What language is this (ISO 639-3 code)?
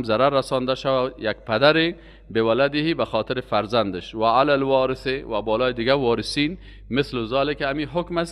fas